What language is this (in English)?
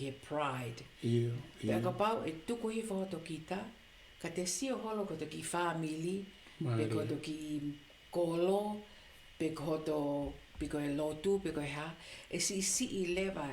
Tongan